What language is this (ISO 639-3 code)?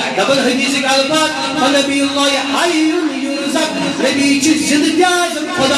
kas